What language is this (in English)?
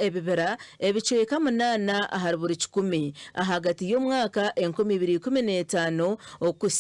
Nyankole